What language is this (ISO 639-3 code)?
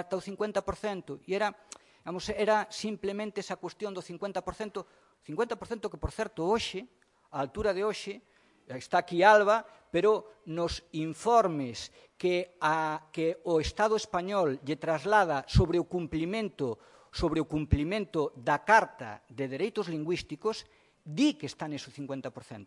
glg